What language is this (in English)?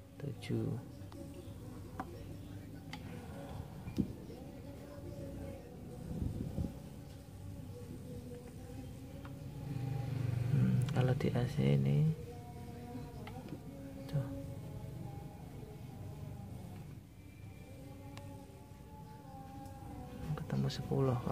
Indonesian